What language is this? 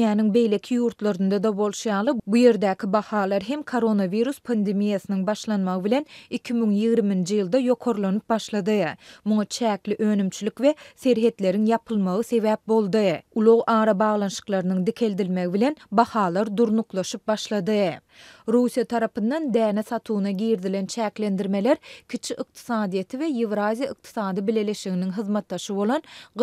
Turkmen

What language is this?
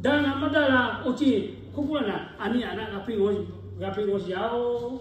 Lahu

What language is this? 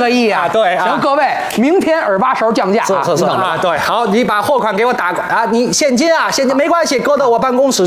Chinese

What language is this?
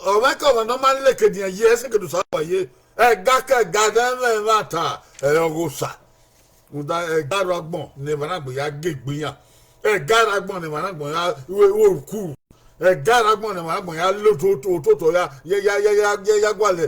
Bini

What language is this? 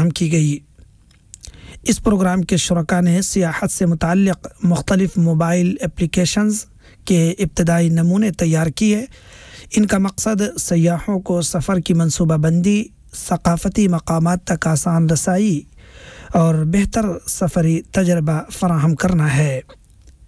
Urdu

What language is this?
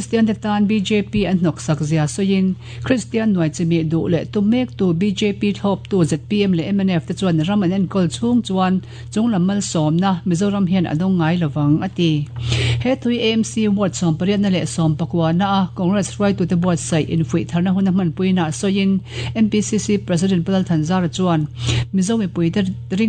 Mizo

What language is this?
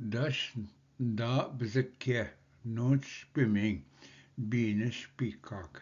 Ojibwa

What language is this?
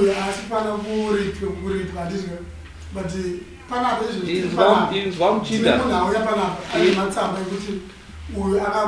Shona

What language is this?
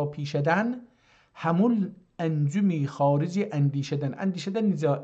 South Azerbaijani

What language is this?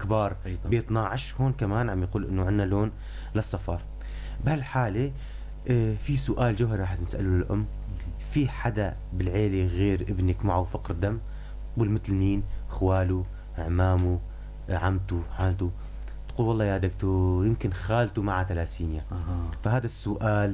North Levantine Arabic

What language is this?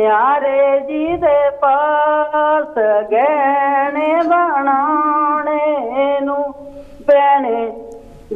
Punjabi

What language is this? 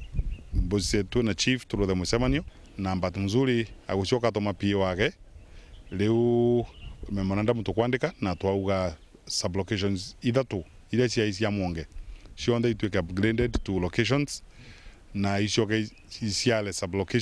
Meru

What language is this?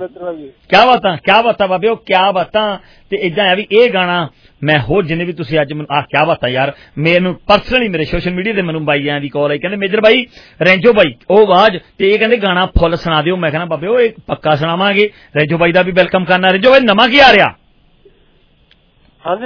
Punjabi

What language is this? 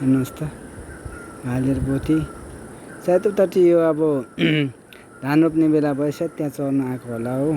Nepali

